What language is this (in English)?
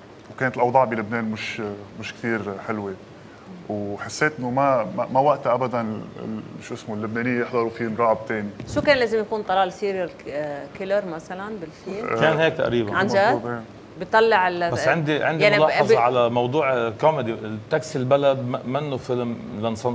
North Levantine Arabic